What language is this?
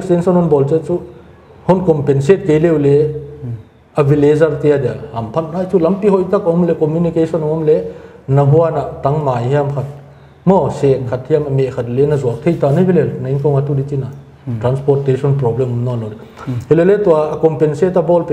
Paite Chin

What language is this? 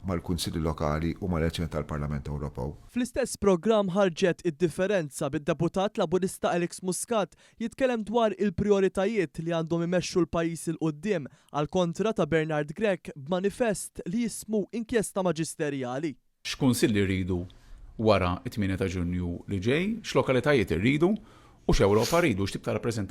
Maltese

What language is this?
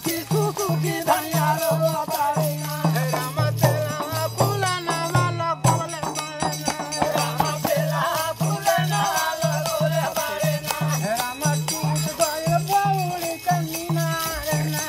Bhojpuri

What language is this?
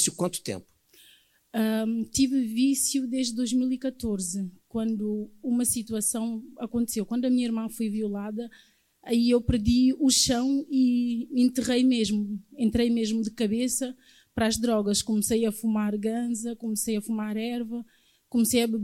Portuguese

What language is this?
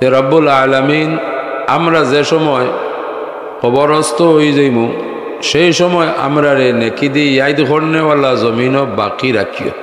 Sylheti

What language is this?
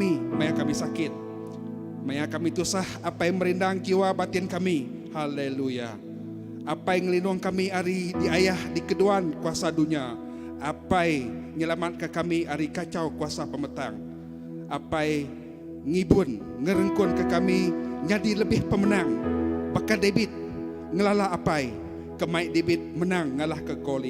Iban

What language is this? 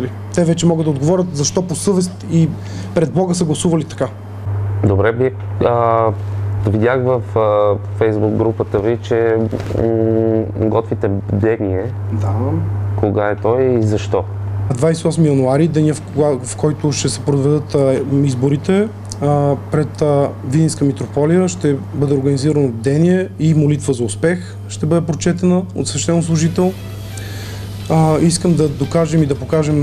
Bulgarian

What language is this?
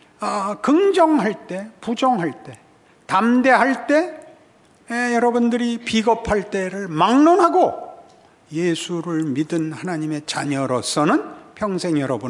Korean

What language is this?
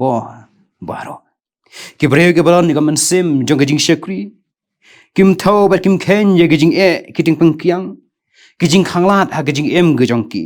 Khasi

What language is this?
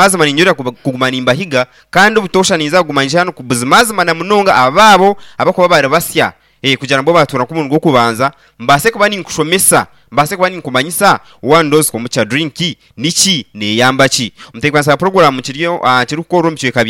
Nyankole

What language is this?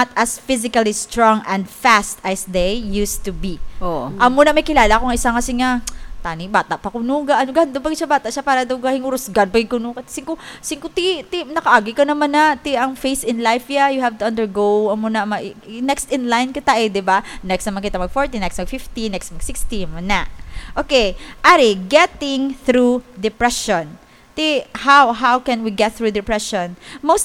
Hiligaynon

